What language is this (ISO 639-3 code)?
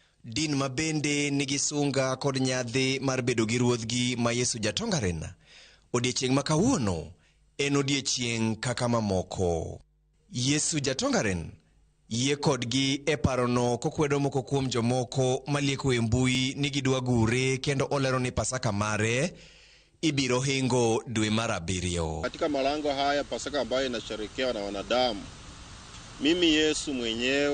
luo